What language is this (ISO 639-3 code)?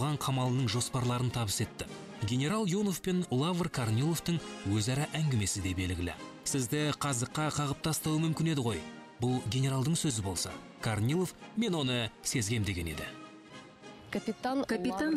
kaz